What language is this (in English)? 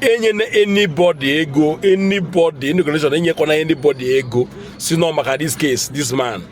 Igbo